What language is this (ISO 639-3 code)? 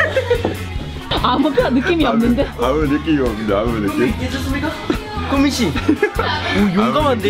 kor